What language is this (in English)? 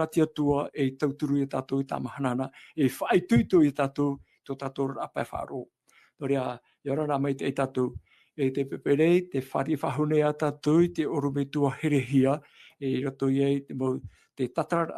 Tahitian